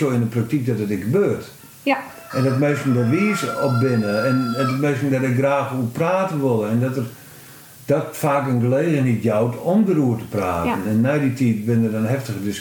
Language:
Western Frisian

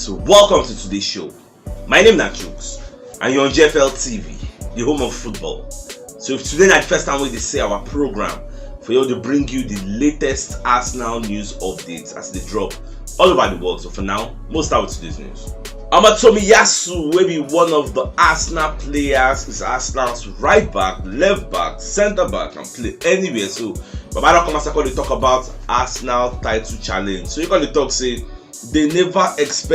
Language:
Nigerian Pidgin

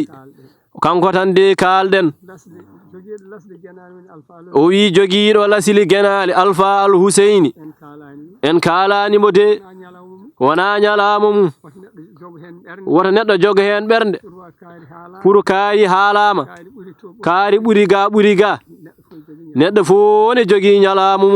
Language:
Fula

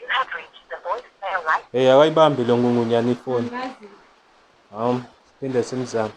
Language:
Zulu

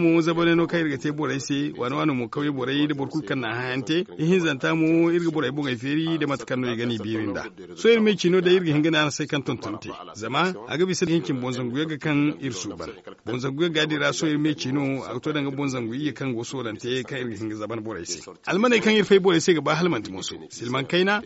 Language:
Zarma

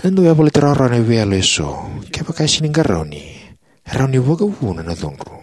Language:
Fijian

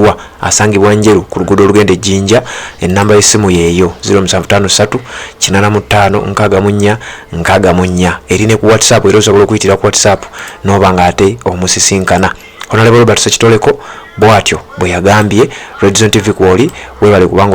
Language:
Ganda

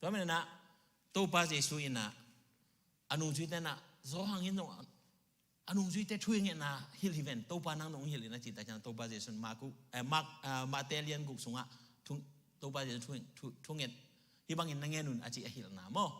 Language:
Tedim Chin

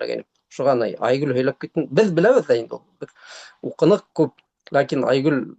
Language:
Bashkir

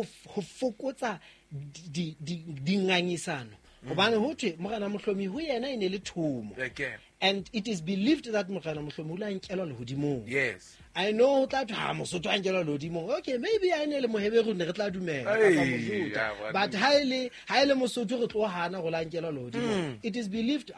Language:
Southern Sotho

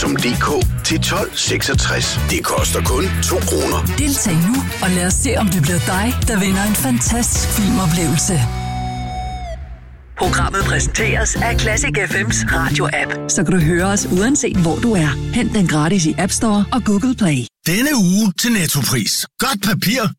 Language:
Danish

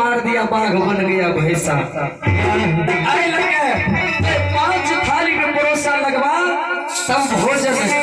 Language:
Maithili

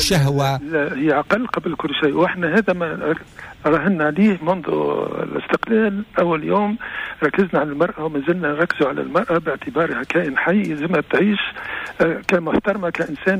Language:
Tunisian Arabic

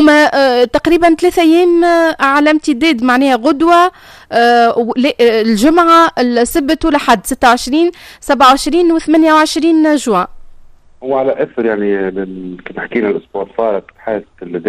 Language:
Tunisian Arabic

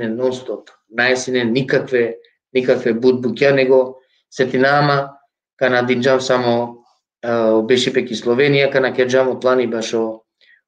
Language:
Balkan Romani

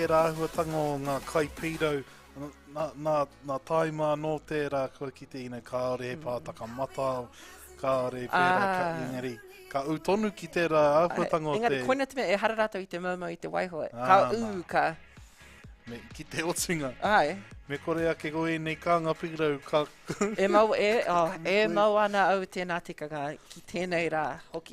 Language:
Māori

